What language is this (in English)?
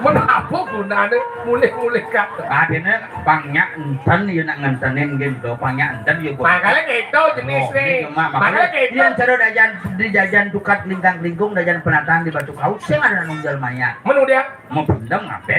Balinese